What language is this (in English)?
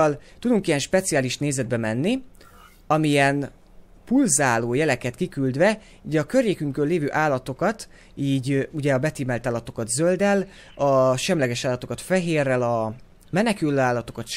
Hungarian